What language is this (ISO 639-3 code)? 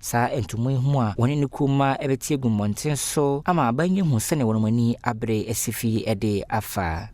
aka